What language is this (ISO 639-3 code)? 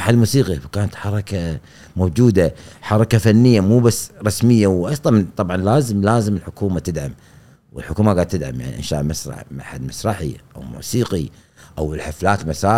afb